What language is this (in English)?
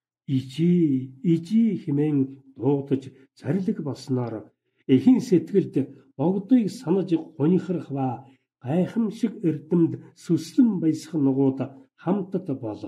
Mongolian